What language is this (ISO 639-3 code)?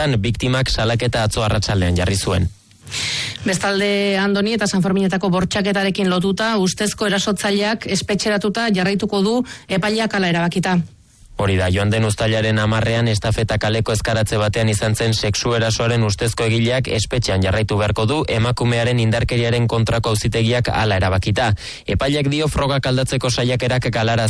eus